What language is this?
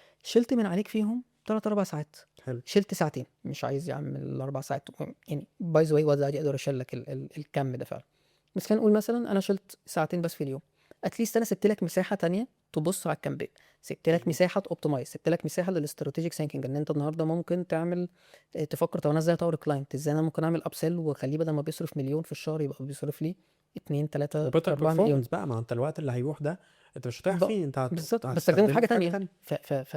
Egyptian Arabic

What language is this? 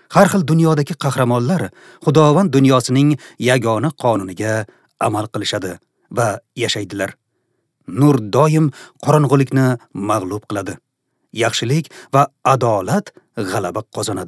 Uzbek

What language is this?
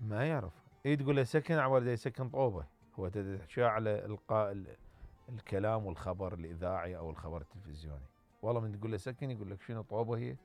Mesopotamian Arabic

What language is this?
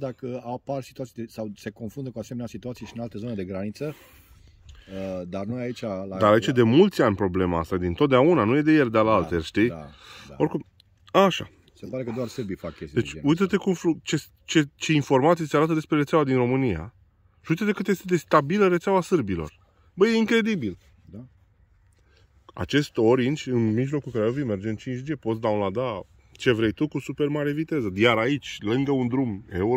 Romanian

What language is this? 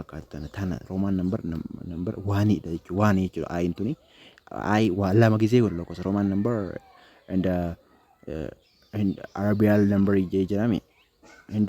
Oromo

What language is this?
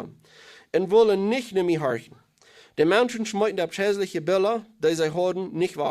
Plautdietsch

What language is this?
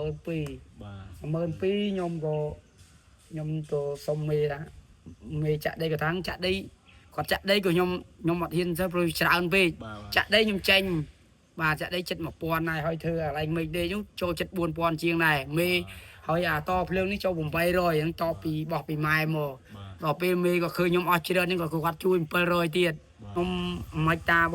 Khmer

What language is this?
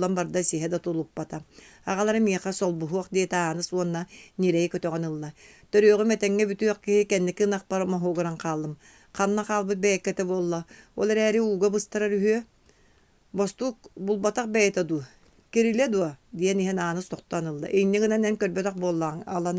Yakut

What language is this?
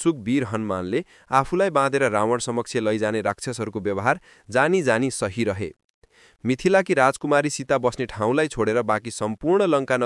Nepali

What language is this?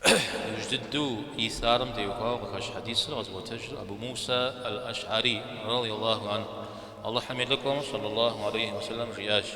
Kabardian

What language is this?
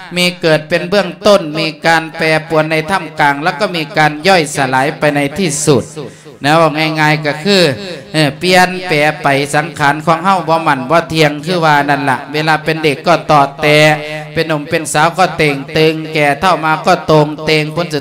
Lao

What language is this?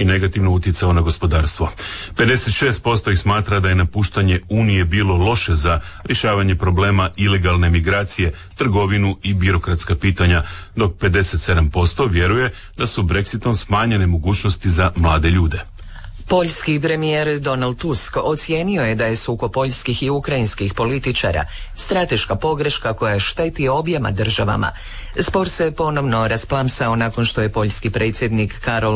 Croatian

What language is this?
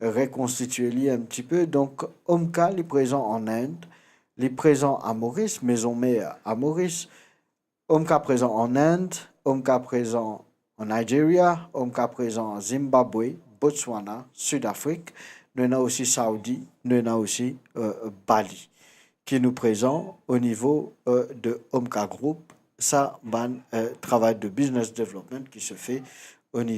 Morisyen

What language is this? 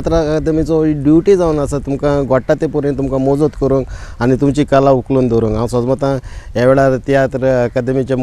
Konkani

